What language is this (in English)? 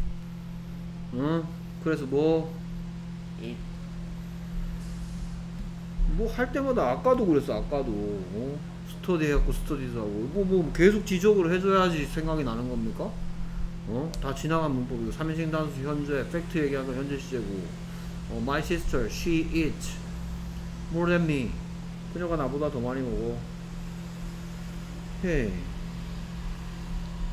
Korean